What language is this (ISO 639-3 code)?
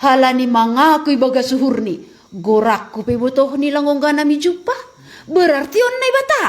bts